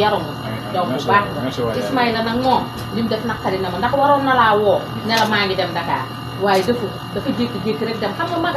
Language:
Wolof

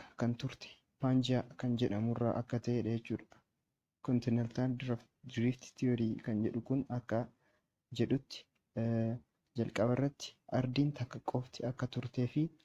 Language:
Oromo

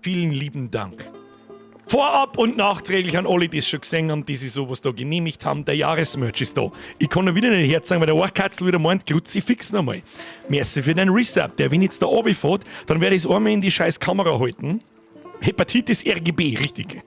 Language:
Bavarian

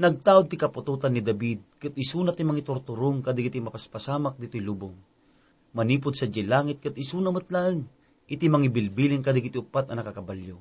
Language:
Iloko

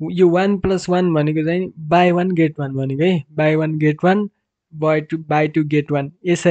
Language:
Nepali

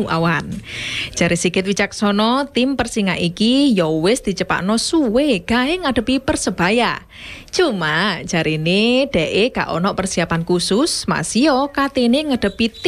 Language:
Javanese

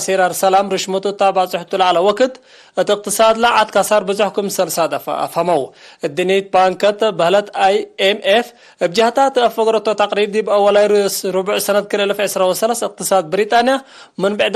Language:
Tigre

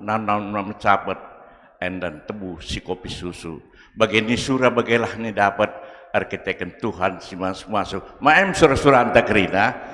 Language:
Batak Karo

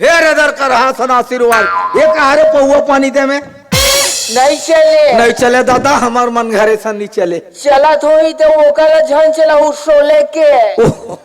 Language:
Chhattisgarhi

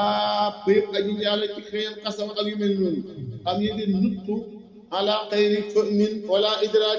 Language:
Wolof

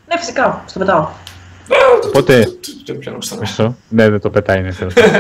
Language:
Greek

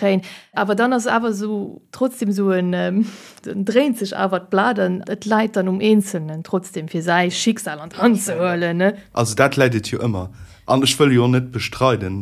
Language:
Luxembourgish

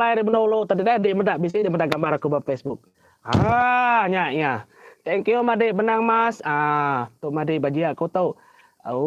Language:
Iban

